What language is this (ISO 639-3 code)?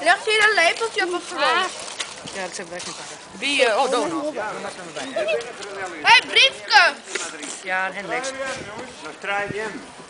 fry